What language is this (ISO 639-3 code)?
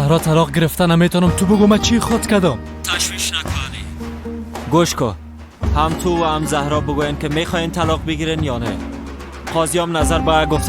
fas